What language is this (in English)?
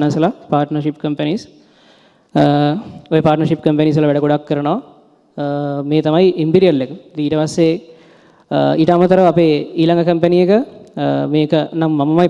Sinhala